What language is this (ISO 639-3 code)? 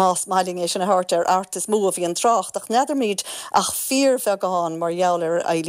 gle